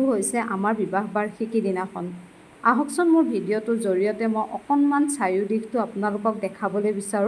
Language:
Assamese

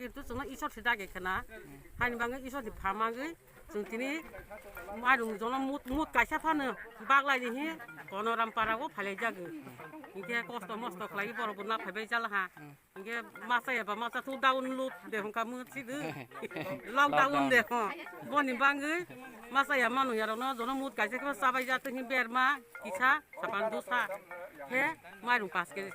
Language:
Kok Borok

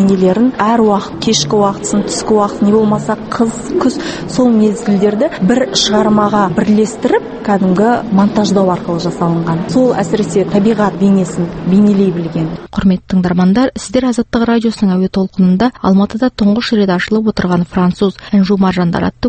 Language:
Kazakh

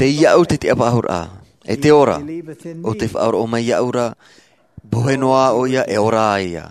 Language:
Tahitian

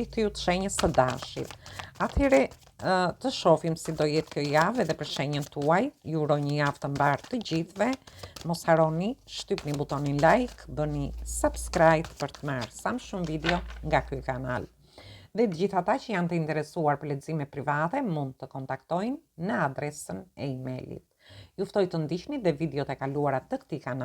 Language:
Albanian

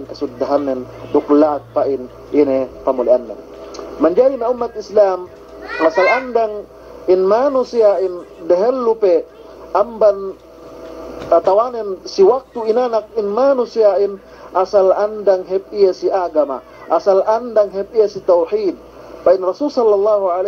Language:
Yakan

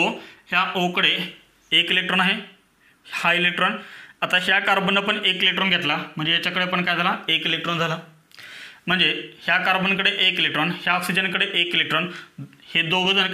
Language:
Marathi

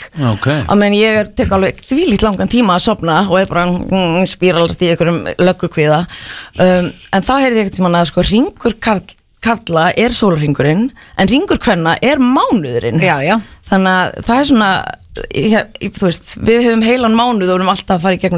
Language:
Icelandic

